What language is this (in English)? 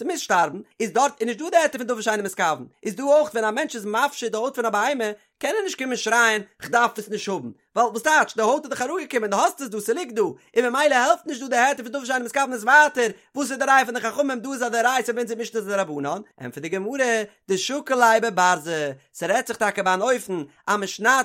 Yiddish